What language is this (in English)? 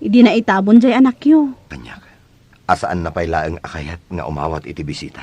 Iloko